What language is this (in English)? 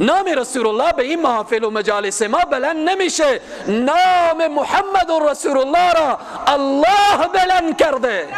Persian